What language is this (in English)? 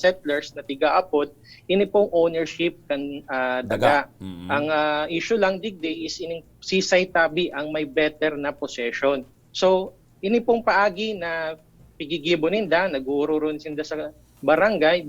Bikol